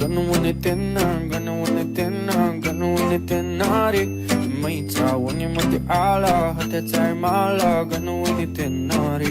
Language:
Newari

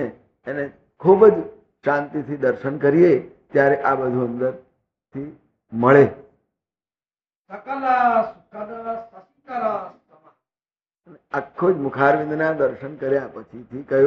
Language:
Gujarati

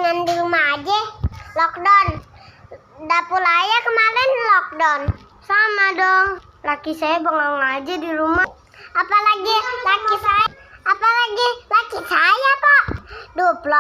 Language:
Betawi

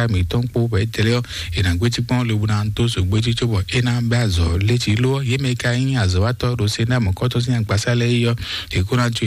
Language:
Fon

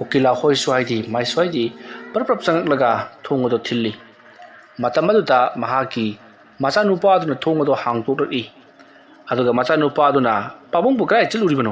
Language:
Manipuri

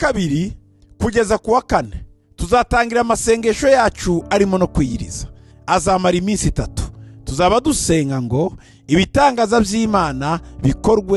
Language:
Kinyarwanda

